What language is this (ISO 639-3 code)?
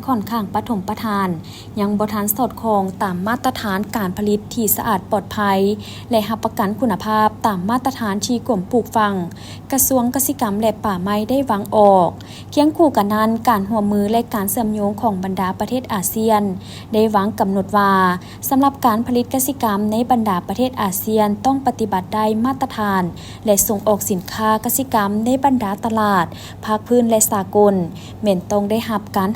lao